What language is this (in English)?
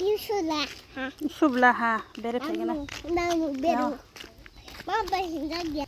Kok Borok